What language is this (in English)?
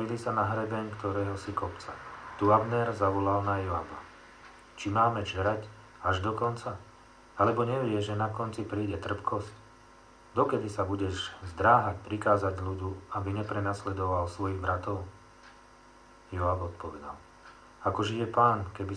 Slovak